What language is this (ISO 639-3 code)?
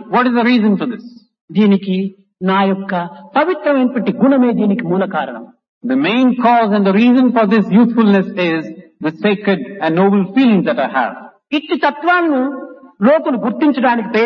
tel